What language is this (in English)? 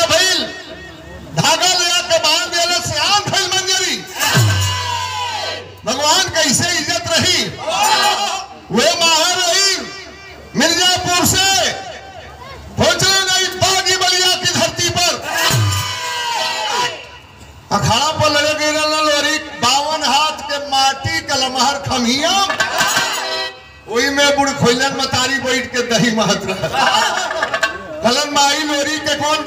Bhojpuri